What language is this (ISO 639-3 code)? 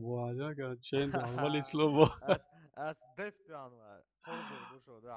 che